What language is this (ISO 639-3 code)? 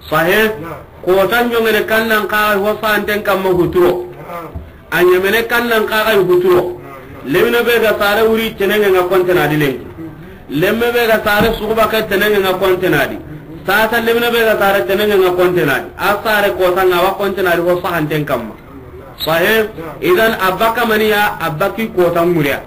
snk